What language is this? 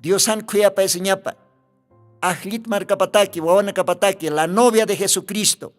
Aymara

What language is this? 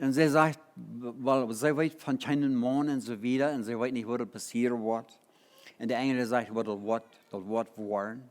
Plautdietsch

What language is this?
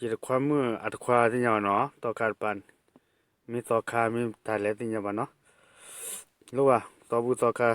S'gaw Karen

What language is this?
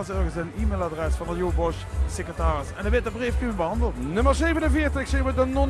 Limburgish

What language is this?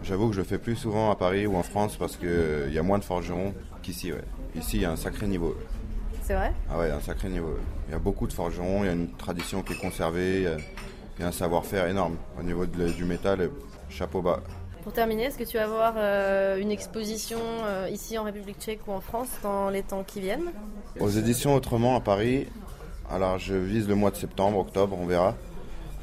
French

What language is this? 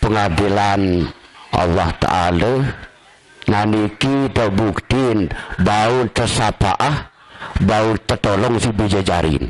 Sasak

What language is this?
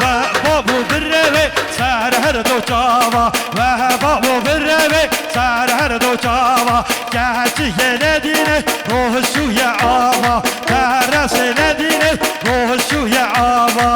Kurdish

